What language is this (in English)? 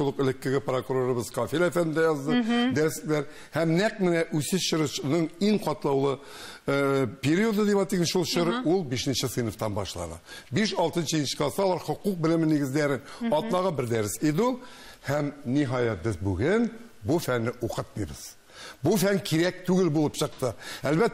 Tatar